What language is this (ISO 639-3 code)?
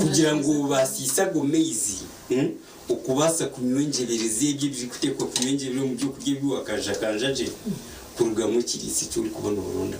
nyn